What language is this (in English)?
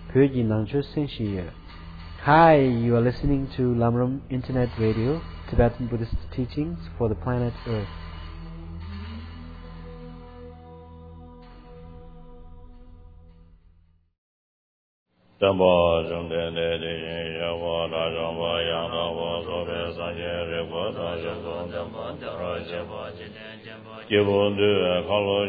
English